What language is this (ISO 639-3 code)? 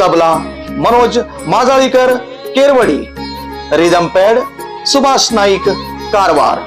kok